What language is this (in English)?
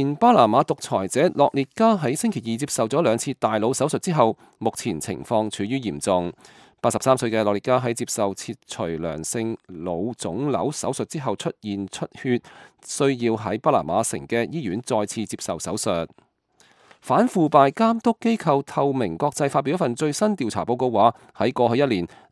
Cantonese